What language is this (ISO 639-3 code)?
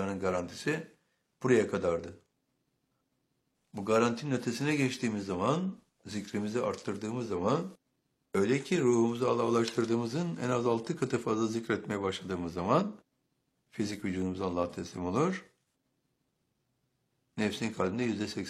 tur